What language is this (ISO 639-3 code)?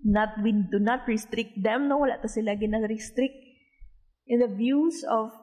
hil